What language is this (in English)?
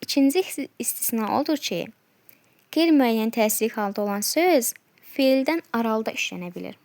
Azerbaijani